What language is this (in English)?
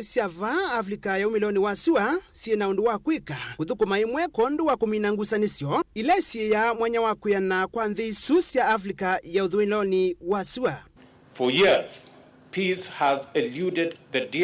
Kamba